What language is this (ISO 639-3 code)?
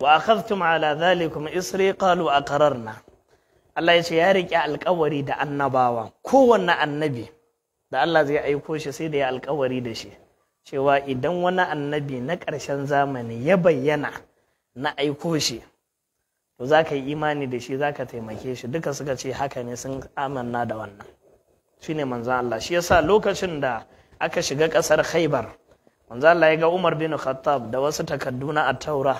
hau